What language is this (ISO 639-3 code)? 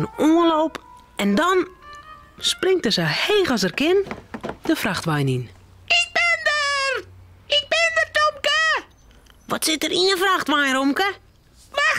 fry